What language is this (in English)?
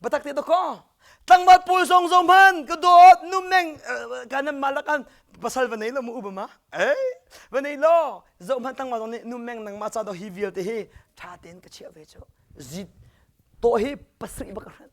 Hakha Chin